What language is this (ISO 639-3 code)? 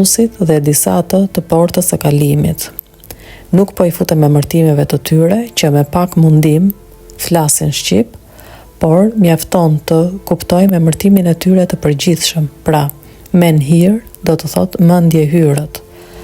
sqi